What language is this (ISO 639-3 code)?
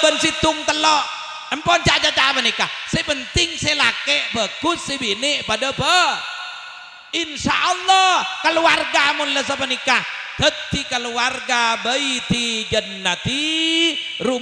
mad